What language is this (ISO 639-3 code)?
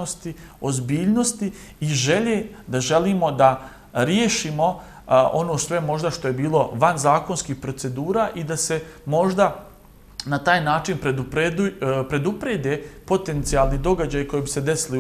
bos